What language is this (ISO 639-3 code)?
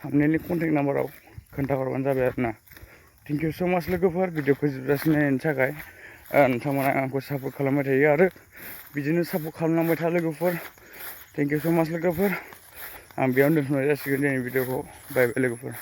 brx